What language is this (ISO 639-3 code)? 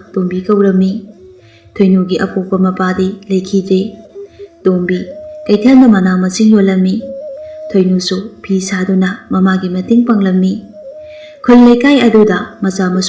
mni